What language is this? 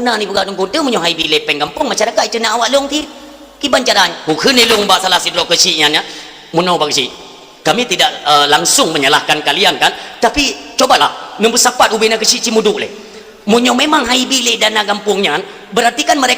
Achinese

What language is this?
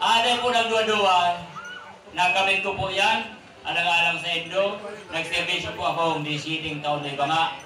Bikol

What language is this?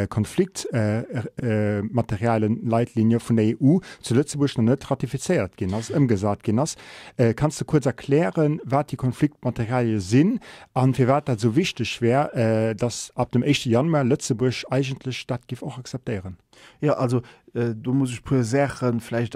Luxembourgish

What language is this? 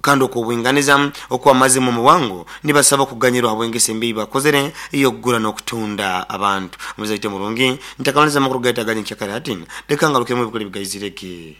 Nyoro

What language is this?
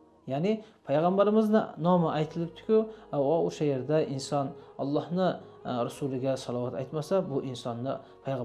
Uzbek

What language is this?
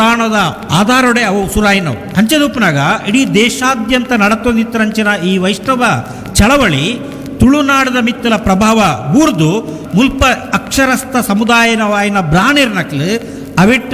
Tulu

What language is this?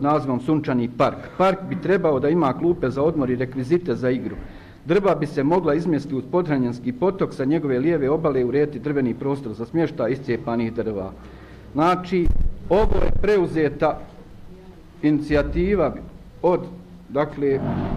Bosnian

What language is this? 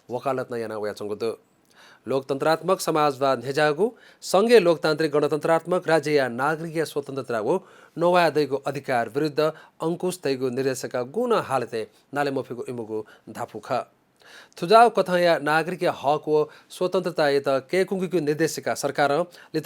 Newari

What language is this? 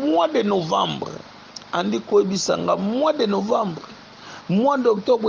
Lingala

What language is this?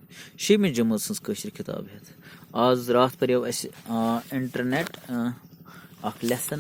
Kashmiri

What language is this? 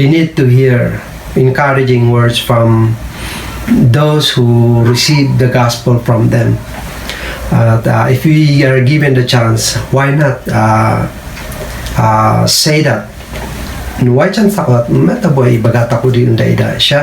Kankanaey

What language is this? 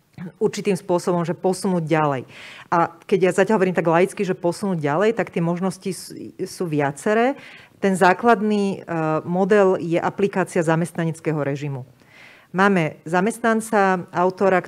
Slovak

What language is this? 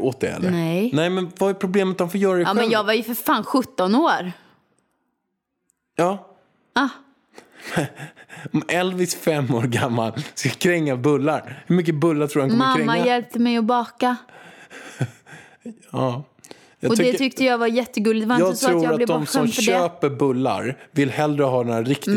Swedish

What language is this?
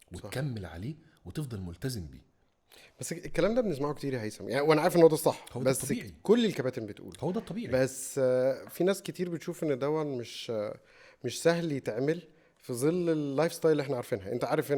Egyptian Arabic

